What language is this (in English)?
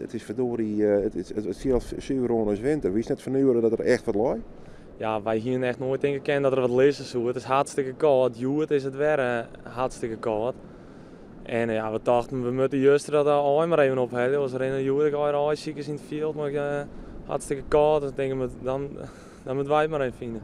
Western Frisian